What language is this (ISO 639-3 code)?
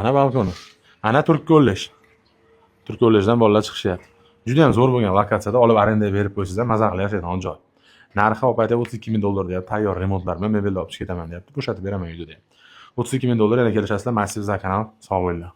uzb